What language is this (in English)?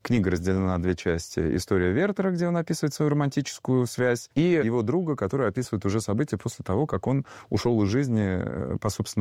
Russian